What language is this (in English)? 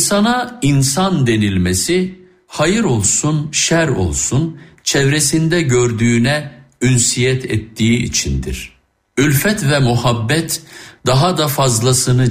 Turkish